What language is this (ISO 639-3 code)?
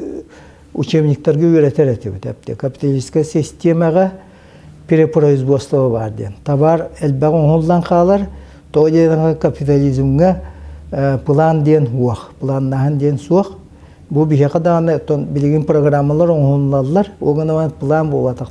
sah